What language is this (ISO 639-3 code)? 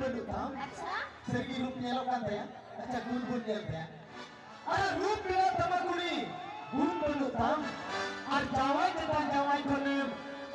sat